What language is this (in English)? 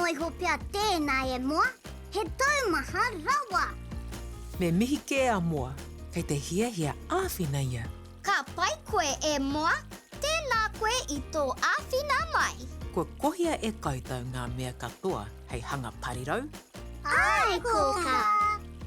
Māori